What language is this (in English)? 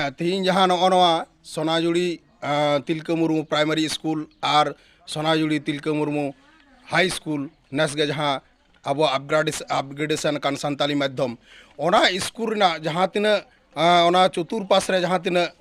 Santali